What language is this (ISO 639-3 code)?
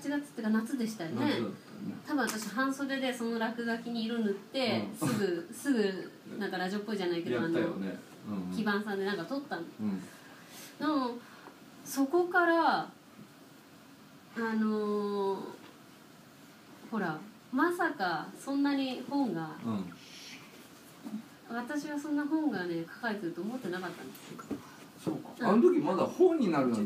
jpn